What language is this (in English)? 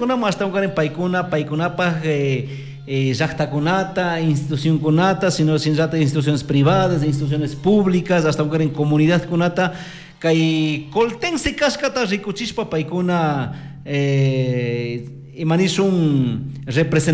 Chimborazo Highland Quichua